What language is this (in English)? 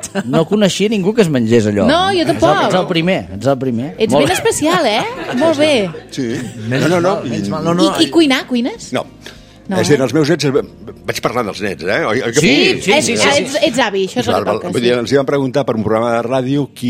Catalan